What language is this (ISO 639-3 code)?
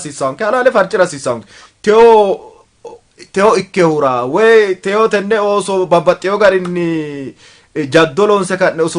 sid